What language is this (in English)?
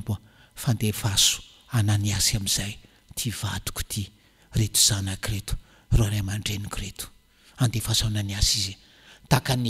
Malagasy